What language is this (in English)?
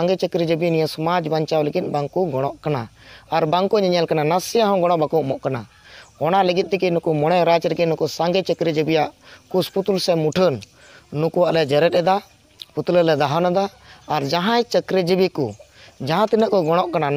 Santali